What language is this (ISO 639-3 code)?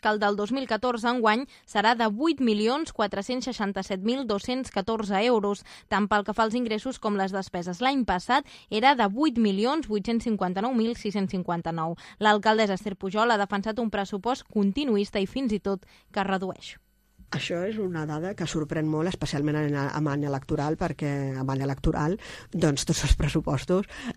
cat